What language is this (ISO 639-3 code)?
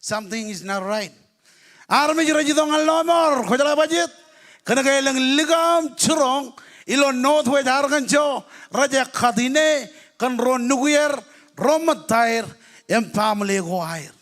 mah